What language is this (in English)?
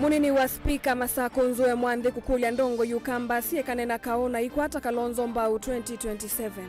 Kamba